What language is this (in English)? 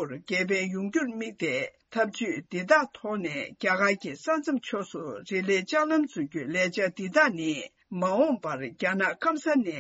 Tibetan